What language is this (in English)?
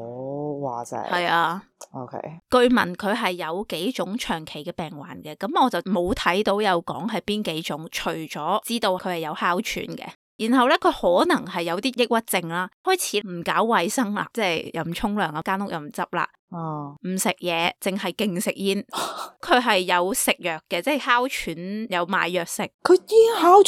Cantonese